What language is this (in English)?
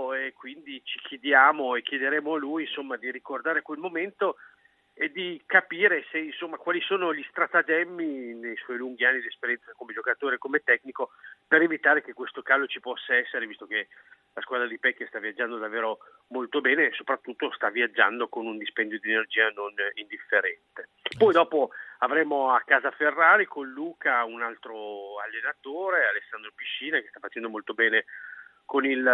Italian